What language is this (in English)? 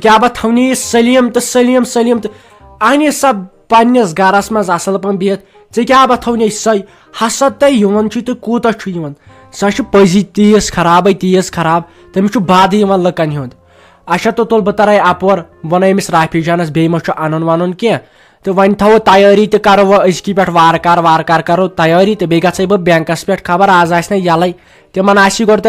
Kashmiri